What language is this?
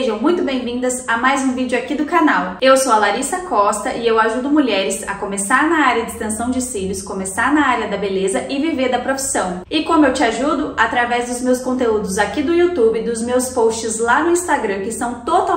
Portuguese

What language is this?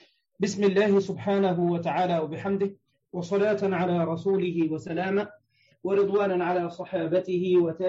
Arabic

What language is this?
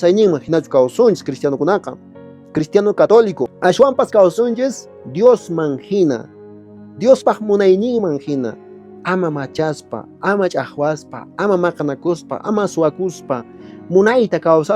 Quechua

